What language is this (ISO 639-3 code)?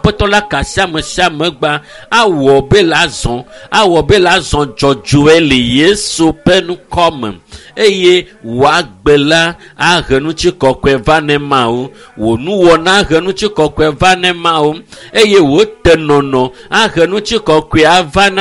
ewe